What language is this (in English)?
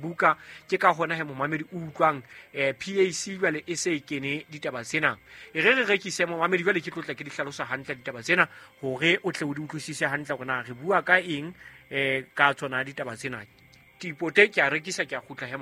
Southern Sotho